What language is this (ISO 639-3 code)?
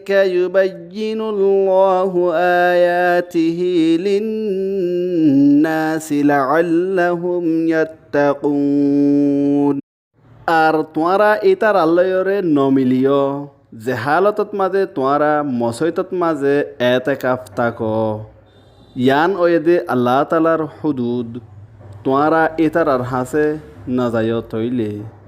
rhg